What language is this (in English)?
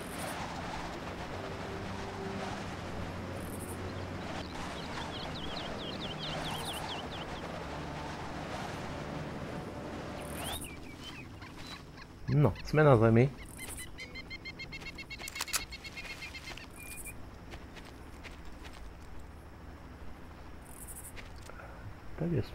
Slovak